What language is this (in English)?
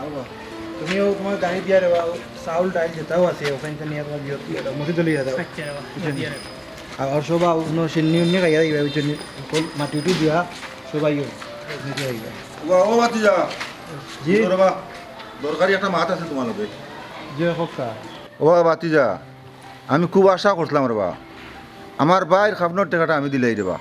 Sylheti